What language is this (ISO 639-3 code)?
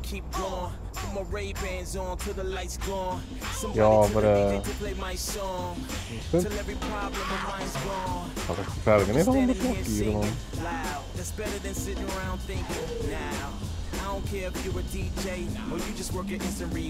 gsw